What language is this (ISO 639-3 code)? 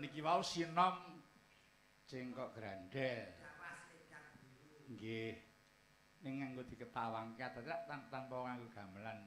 jav